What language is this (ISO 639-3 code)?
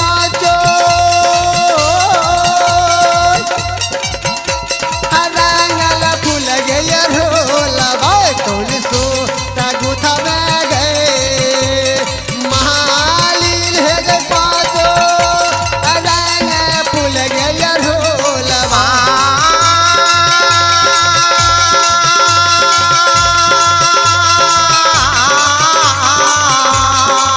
bho